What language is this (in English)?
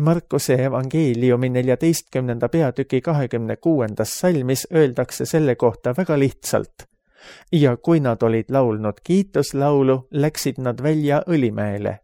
Estonian